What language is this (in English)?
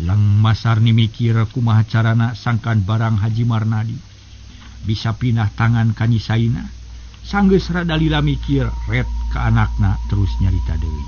Sundanese